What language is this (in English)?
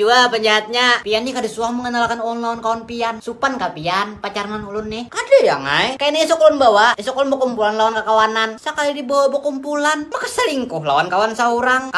Banjar